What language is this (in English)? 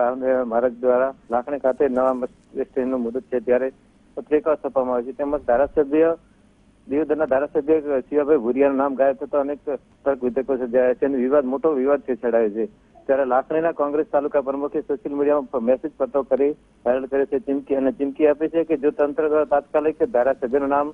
Gujarati